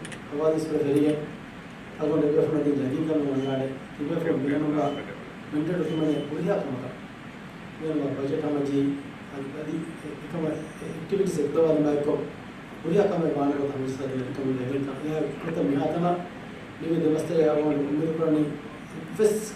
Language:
Divehi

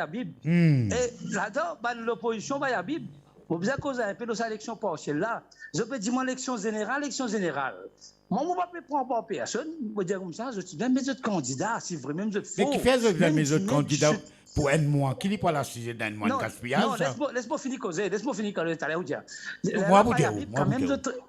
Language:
Morisyen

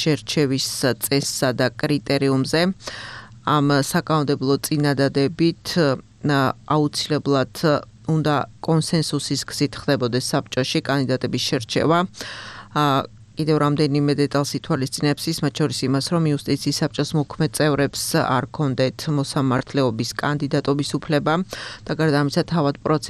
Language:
Georgian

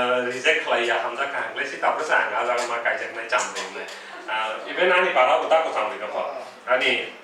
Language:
Kok Borok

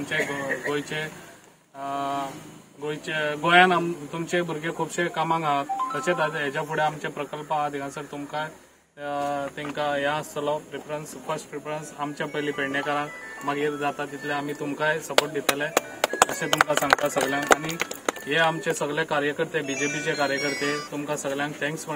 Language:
Konkani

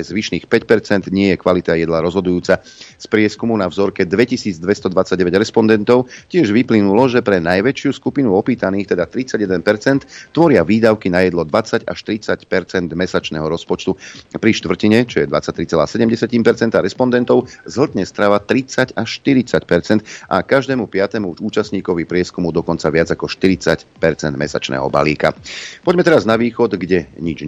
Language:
Slovak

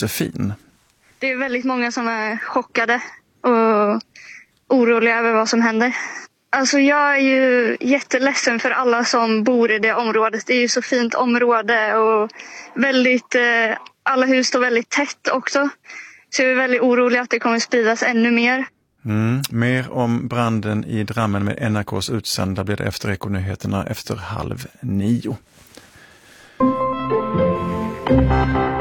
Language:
Swedish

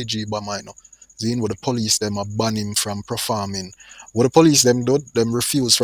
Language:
Jamaican Creole English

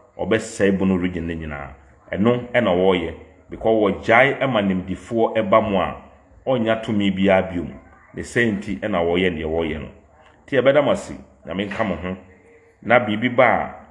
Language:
Akan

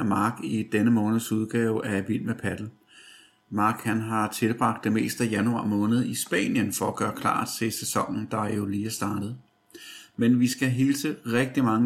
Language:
Danish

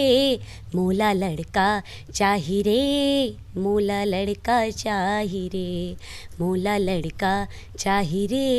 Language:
Chhattisgarhi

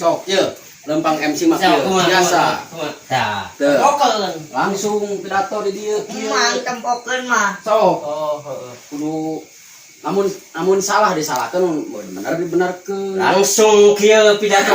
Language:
Sundanese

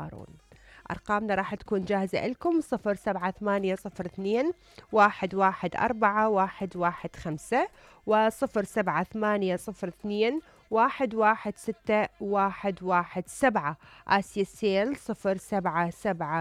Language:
Mesopotamian Arabic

